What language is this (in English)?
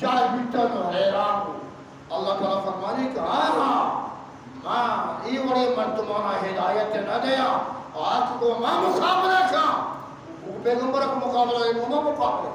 Eastern Balochi